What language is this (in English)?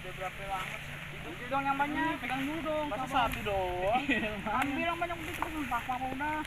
Betawi